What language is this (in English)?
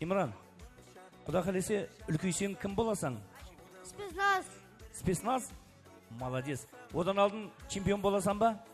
Kara-Kalpak